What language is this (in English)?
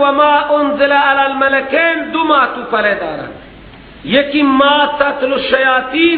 Persian